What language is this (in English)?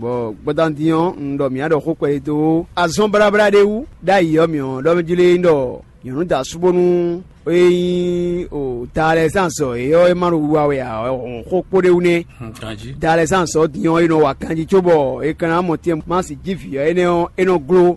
Fon